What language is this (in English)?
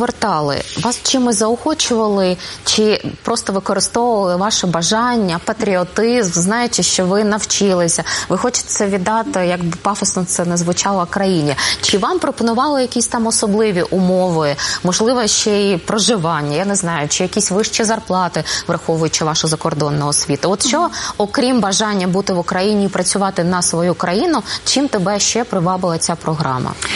Ukrainian